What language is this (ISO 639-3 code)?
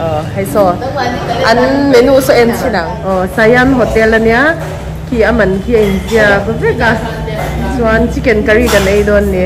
lus